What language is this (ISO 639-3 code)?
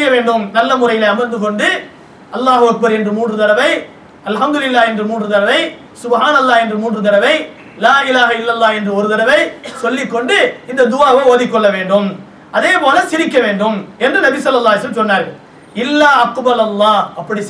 tam